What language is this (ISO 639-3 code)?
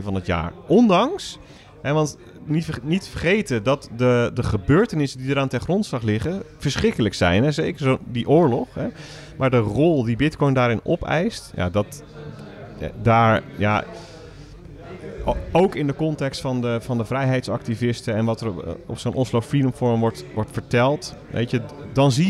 nld